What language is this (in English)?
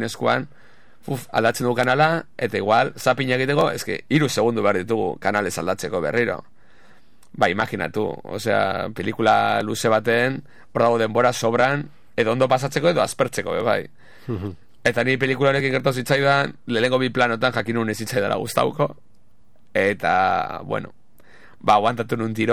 Basque